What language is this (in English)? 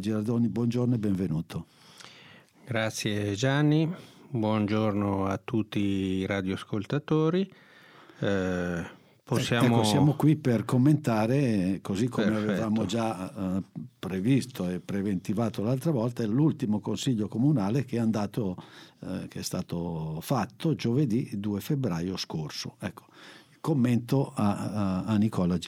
Italian